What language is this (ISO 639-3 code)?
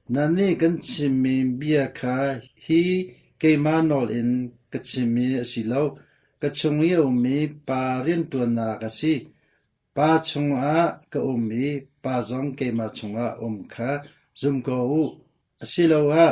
cnh